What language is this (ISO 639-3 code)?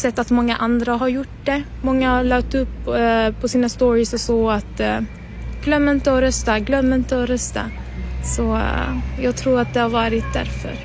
swe